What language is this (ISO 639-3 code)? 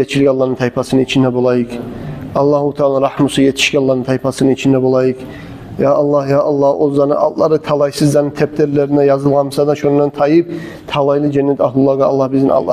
kum